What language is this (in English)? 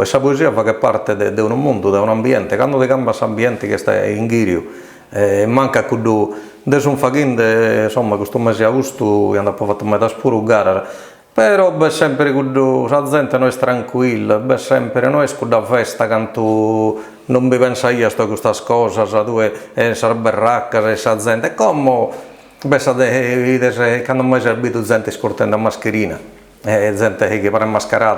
Sardinian